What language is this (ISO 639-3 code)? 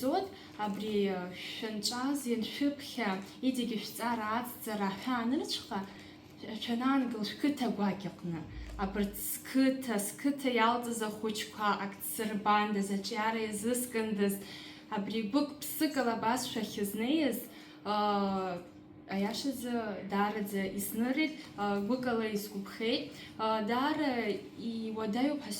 abk